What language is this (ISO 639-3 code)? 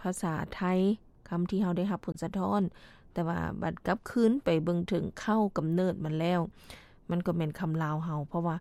lao